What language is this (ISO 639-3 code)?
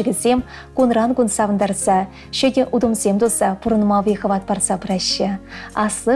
chv